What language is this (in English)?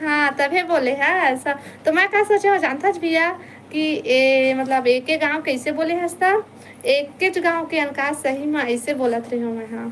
Chhattisgarhi